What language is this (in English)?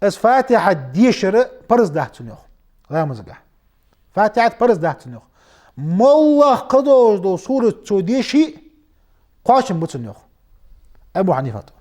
Ingush